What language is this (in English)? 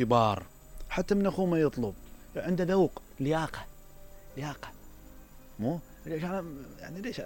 Mesopotamian Arabic